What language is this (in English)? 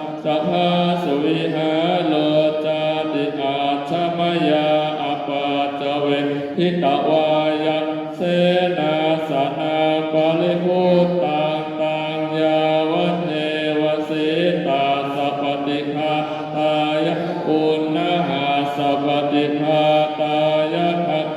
Pali